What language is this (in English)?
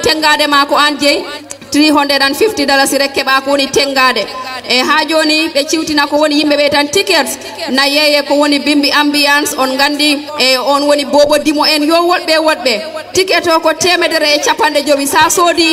Fula